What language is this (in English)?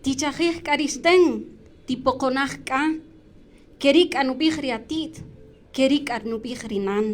Kaqchikel